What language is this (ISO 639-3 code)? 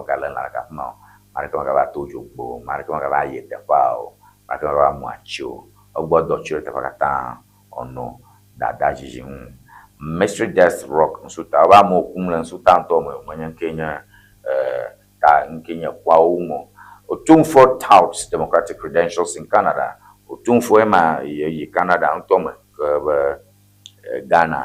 ewe